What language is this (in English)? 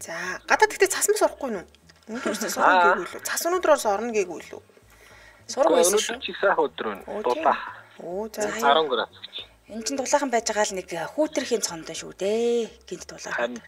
Mongolian